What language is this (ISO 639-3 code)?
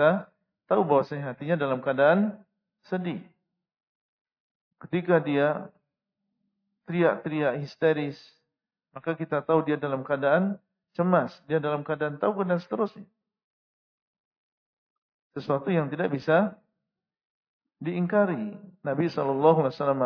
ind